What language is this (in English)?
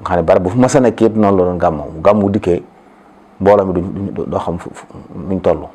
Wolof